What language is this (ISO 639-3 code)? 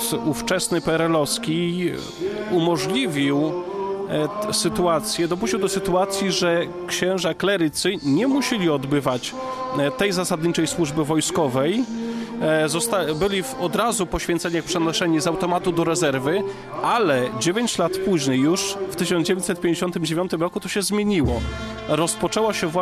pol